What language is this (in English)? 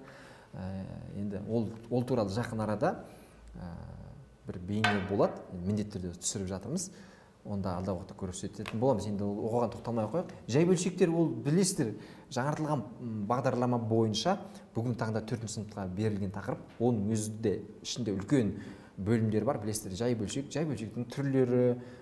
Kazakh